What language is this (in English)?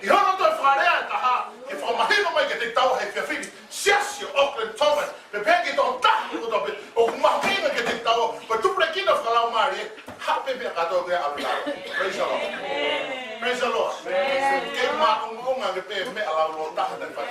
Tongan